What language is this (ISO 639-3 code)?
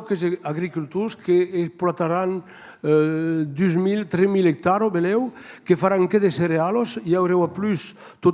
oci